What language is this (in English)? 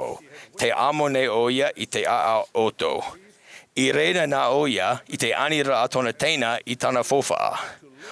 Tahitian